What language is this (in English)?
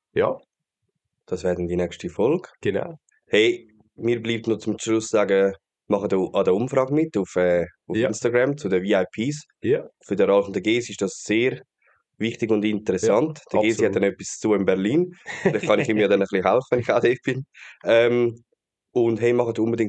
Swiss German